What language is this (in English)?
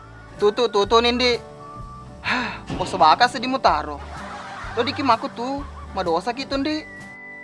Buginese